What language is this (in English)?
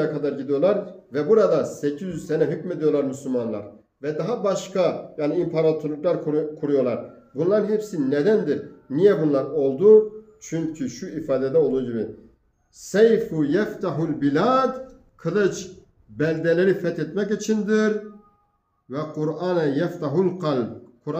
Turkish